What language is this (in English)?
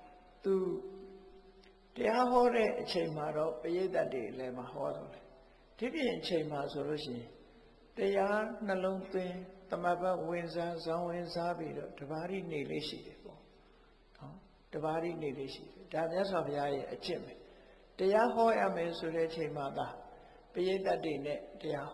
Burmese